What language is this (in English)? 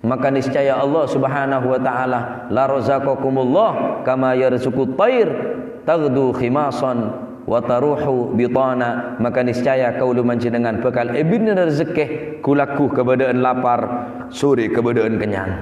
Madurese